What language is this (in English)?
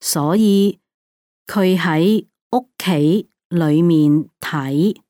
Cantonese